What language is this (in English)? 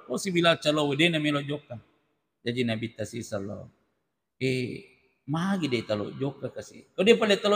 Buginese